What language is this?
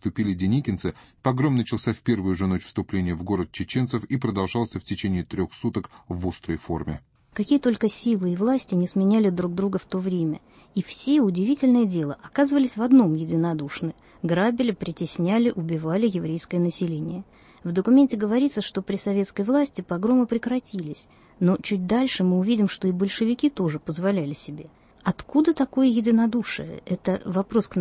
Russian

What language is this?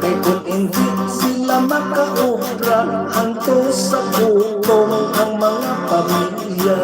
Hiligaynon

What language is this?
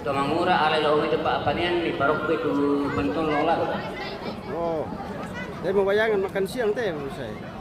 Toraja-Sa'dan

